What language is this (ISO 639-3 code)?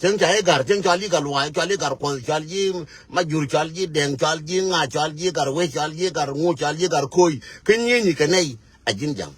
nus